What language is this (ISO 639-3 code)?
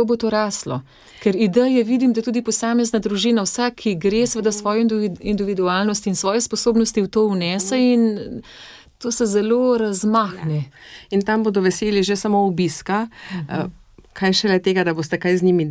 slv